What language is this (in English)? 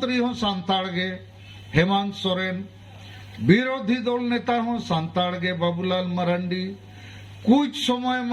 Santali